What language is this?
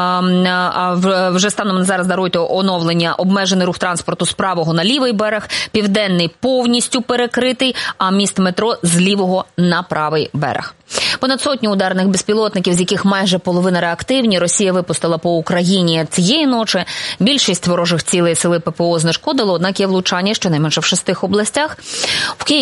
Ukrainian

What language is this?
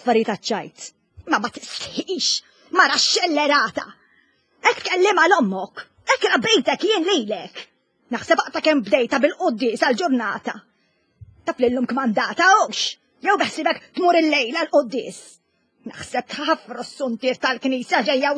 Maltese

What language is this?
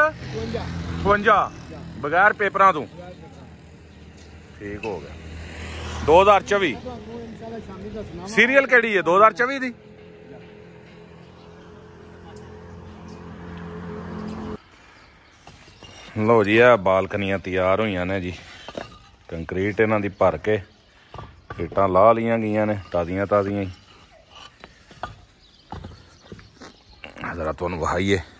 Punjabi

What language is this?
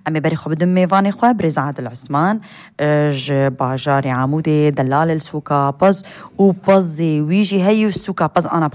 Kurdish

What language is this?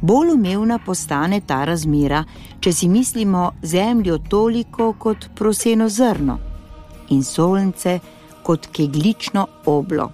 Slovenian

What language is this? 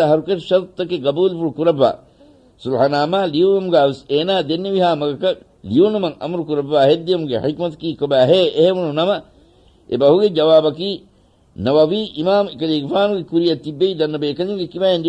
Divehi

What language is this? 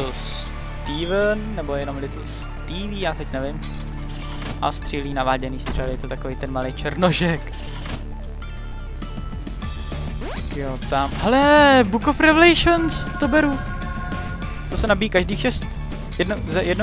Czech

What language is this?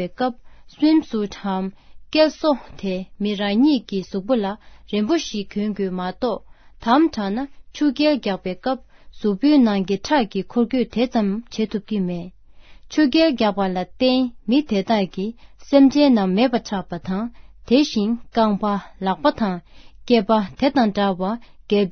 Tibetan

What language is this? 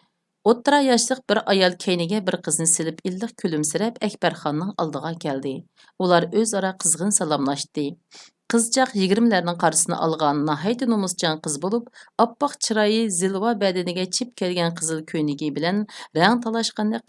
Uyghur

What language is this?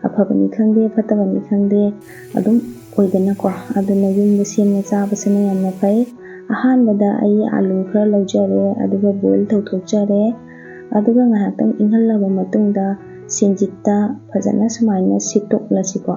Manipuri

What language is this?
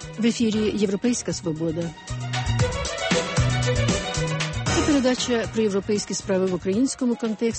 Ukrainian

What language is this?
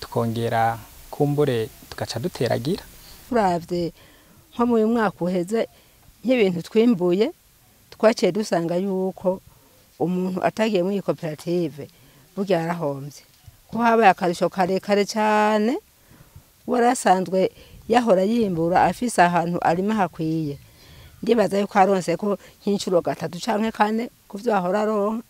Rundi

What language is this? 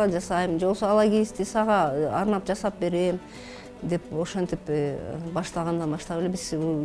Kyrgyz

